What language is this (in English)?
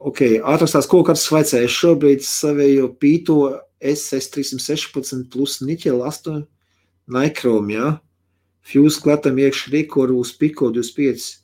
Latvian